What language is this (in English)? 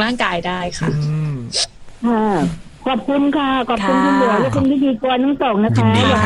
Thai